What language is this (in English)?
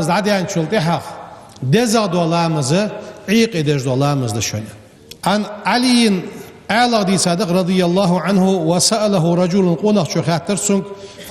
Ingush